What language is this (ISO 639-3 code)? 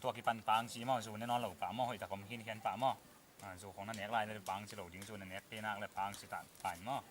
ctd